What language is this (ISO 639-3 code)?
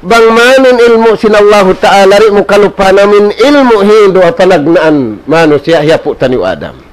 tsg